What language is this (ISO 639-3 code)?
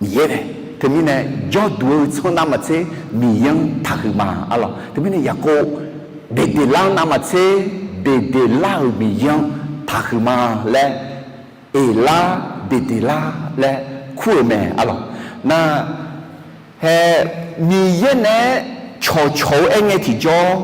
ahk